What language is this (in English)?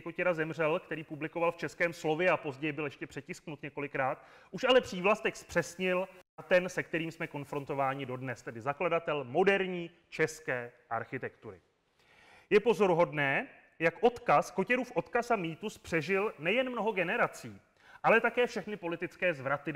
Czech